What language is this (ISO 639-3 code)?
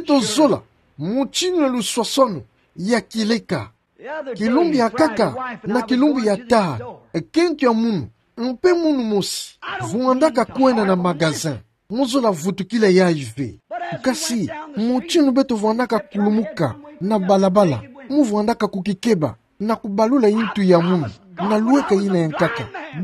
ktu